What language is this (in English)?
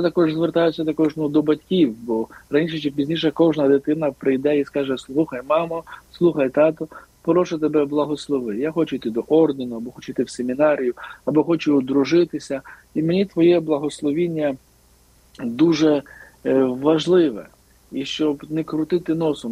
Ukrainian